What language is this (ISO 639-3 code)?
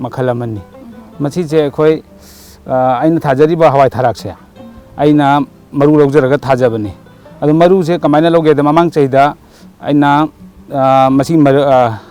mni